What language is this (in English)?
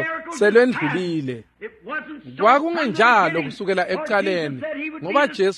Swati